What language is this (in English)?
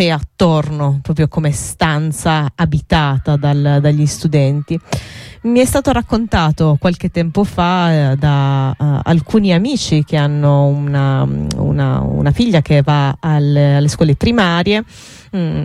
Italian